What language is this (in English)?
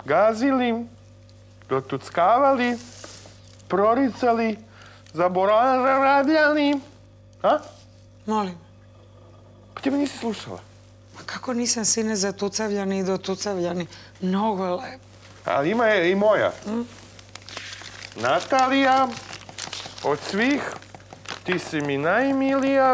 Serbian